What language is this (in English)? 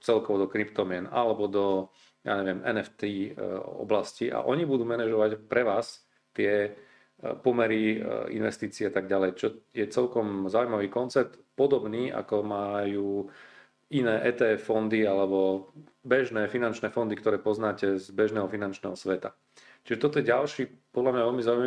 Slovak